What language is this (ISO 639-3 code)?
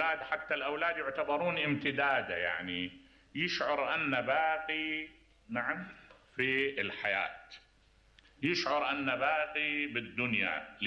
acm